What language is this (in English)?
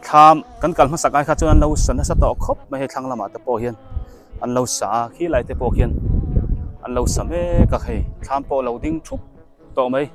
Biete